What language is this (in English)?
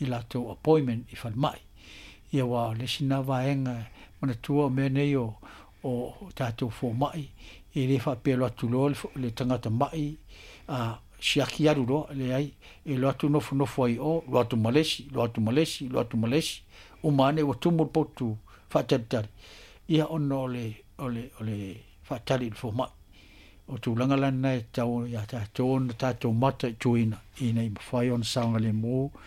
Samoan